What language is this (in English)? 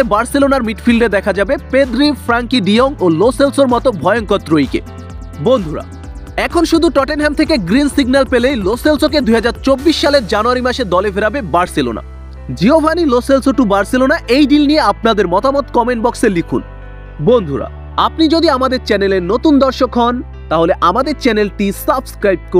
Bangla